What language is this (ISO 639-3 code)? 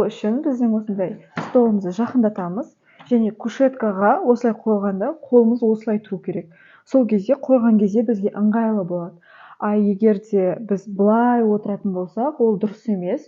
kaz